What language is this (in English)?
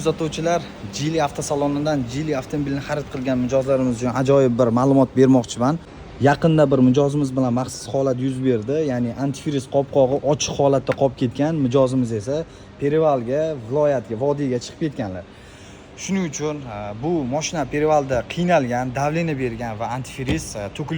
Uzbek